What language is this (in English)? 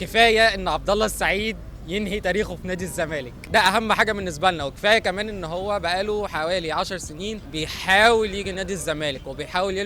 Egyptian Arabic